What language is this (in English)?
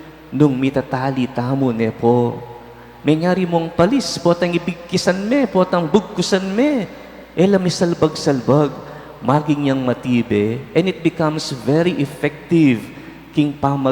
Pampanga